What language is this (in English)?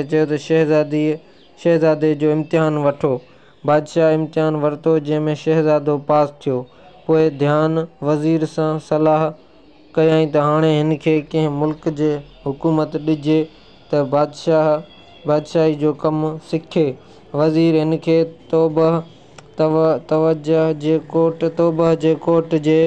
Sindhi